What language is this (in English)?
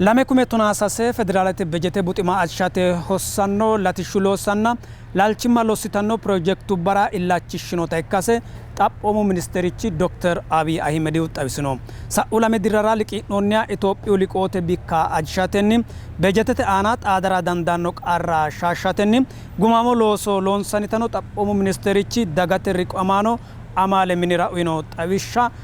Sidamo